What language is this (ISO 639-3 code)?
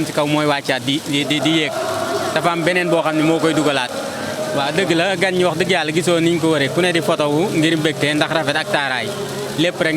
wol